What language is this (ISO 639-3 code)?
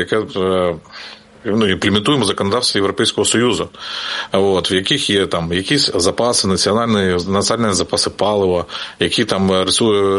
ukr